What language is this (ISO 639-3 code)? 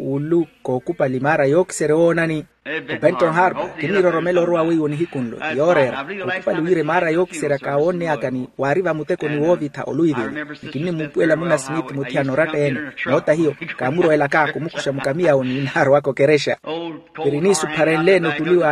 vmw